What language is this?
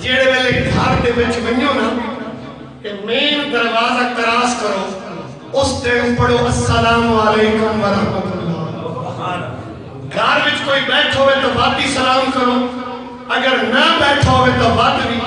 Saraiki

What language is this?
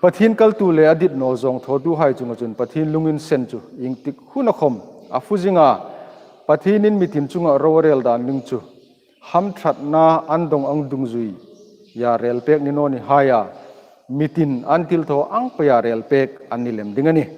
Hmar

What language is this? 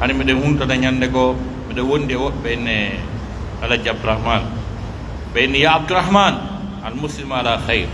Pular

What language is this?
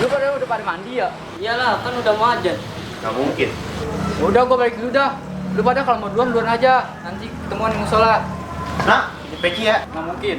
Betawi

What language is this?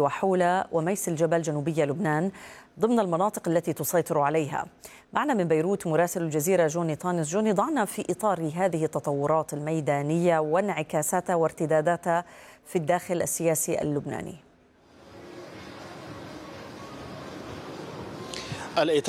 Arabic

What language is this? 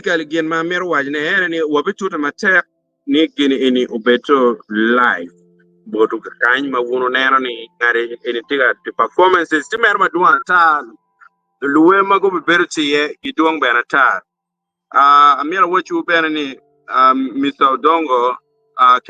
Acoli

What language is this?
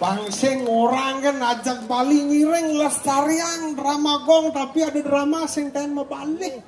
Balinese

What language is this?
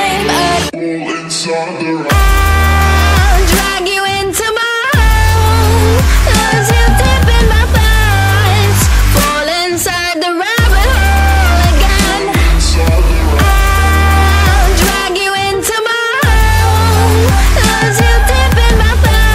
English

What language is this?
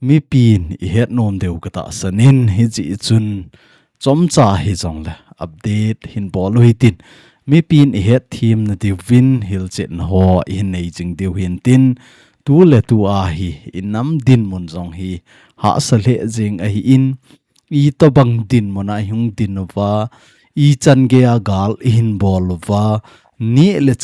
Thado Chin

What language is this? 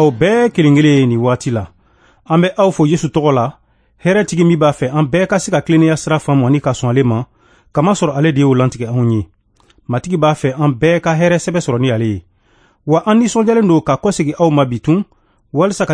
Bambara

